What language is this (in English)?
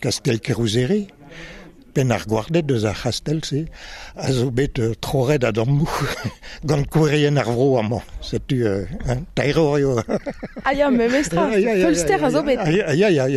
Breton